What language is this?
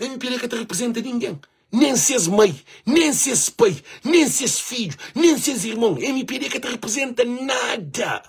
Kabuverdianu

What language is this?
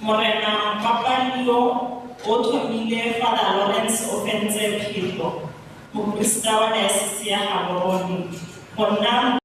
Tswana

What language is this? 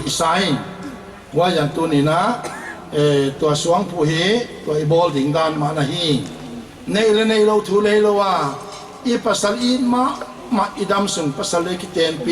Paite Chin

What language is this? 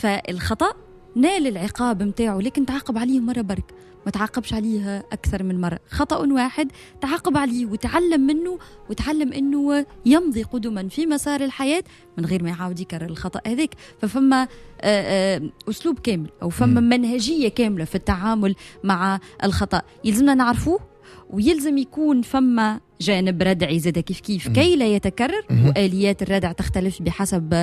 Tunisian Arabic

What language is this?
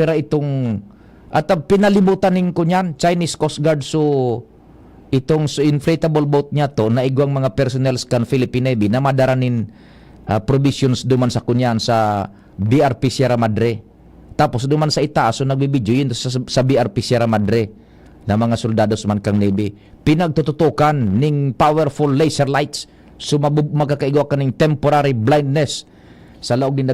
Bikol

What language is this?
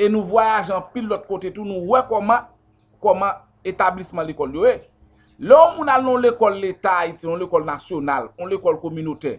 Haitian Creole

